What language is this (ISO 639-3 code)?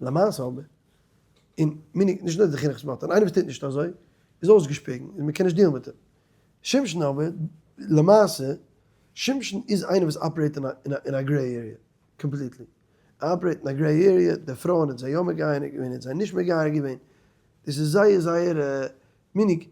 yid